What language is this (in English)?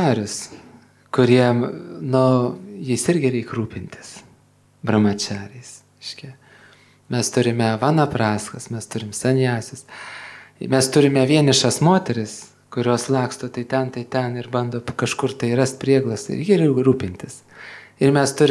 Lithuanian